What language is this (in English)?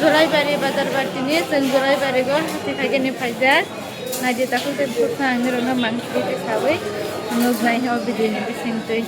Kok Borok